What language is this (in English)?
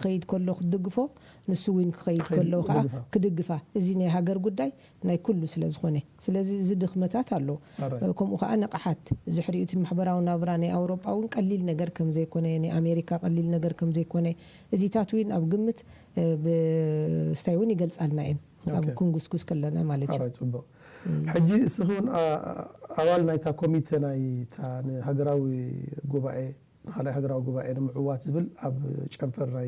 Tigrinya